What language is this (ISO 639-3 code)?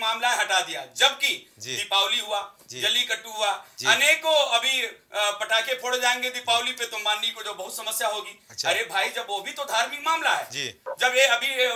hin